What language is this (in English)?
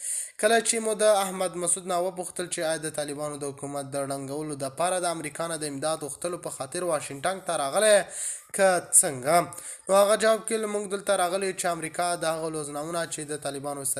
Pashto